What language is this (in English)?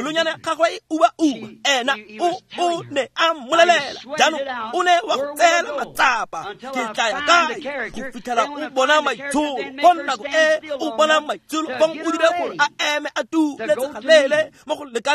Tswana